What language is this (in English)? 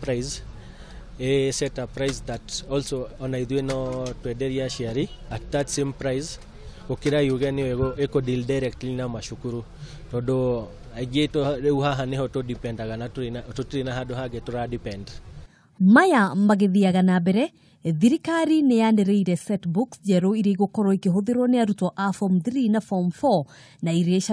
Kikuyu